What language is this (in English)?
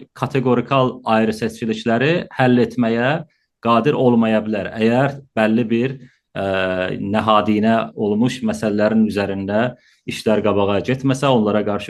South Azerbaijani